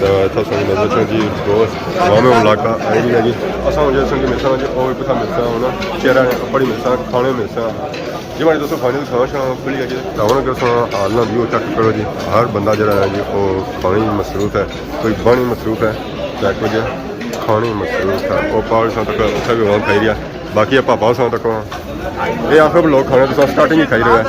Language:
Pahari-Potwari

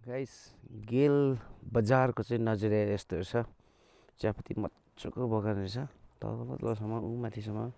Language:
Nepali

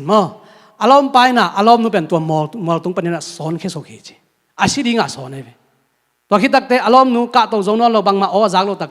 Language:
Tedim Chin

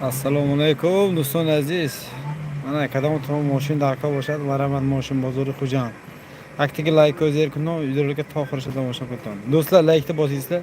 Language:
Tajik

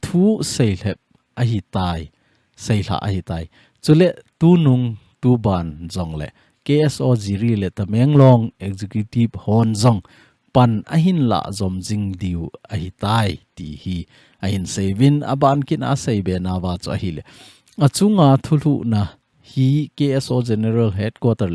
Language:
Thado Chin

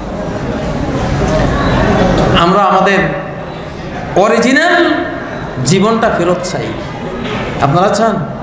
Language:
Bangla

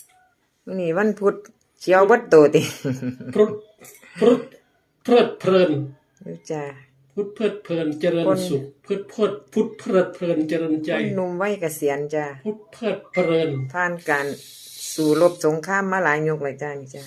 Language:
Northeastern Thai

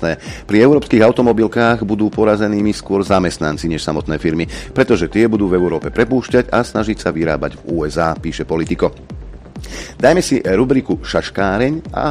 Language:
Slovak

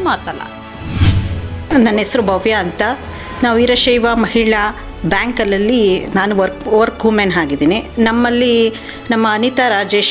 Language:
Kannada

